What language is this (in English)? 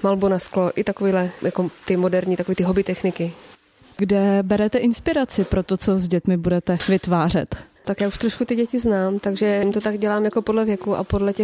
Czech